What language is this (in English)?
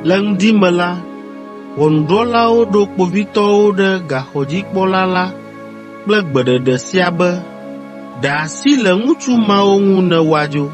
Ewe